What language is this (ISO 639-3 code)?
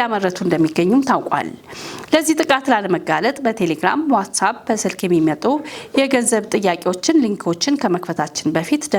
amh